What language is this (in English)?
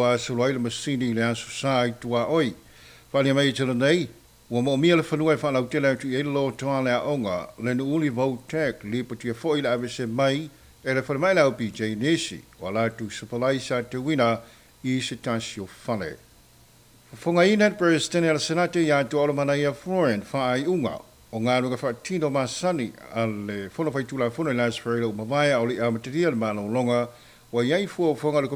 Samoan